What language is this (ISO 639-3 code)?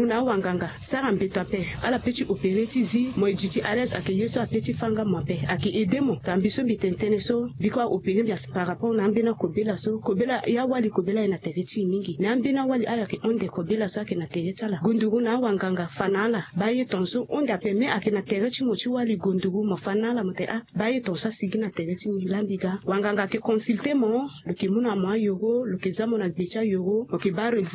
sag